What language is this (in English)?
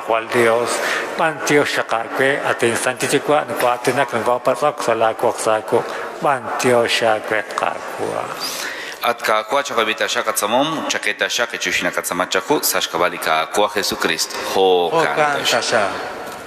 Kekchí